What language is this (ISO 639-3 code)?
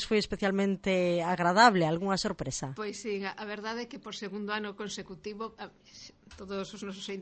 glg